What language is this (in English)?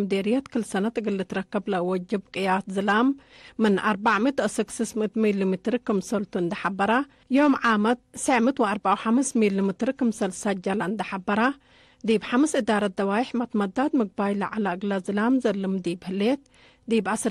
Tigre